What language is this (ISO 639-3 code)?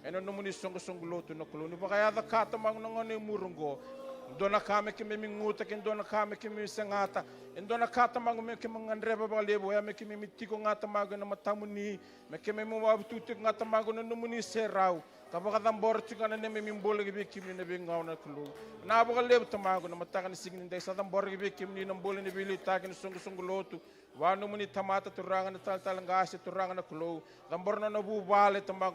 fij